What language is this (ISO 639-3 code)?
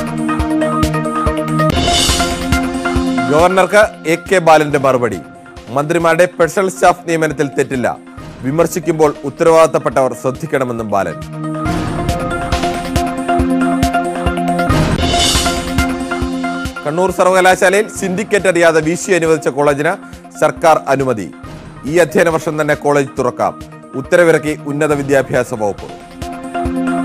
mal